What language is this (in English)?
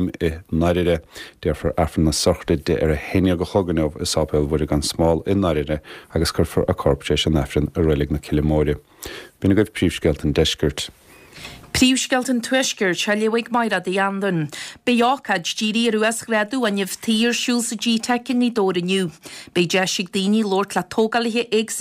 Irish